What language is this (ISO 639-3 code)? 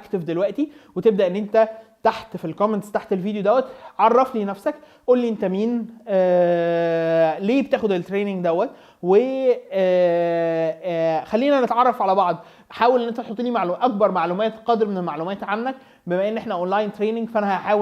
arz